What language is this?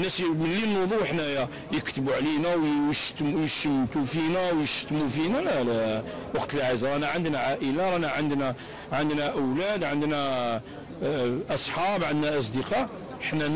Algerian Arabic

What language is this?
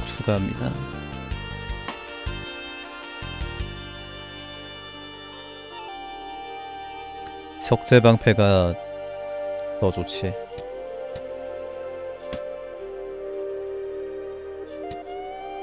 Korean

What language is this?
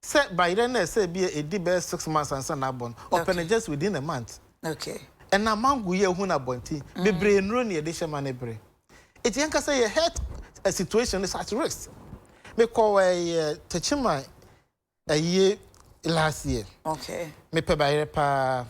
Akan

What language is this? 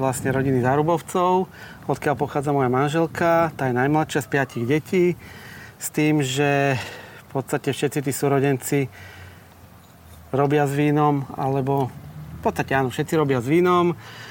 Slovak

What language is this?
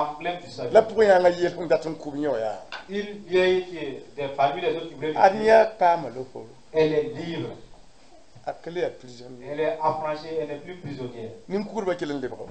Mossi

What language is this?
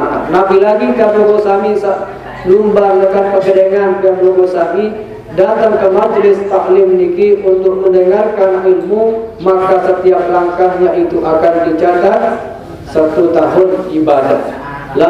Sasak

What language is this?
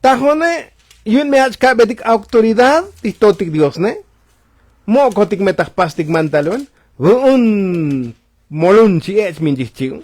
Tzotzil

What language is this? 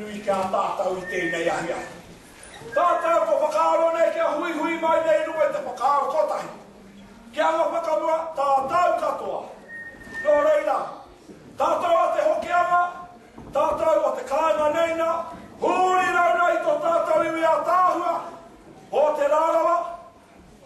Māori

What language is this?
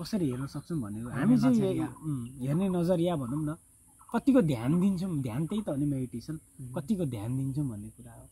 Nepali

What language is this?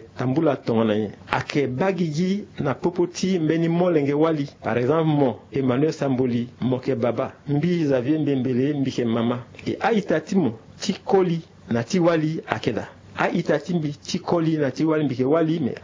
Sango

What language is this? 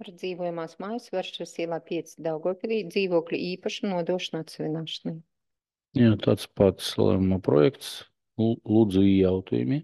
Latvian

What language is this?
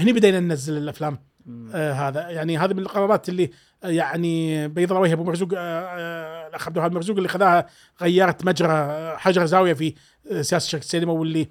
Gulf Arabic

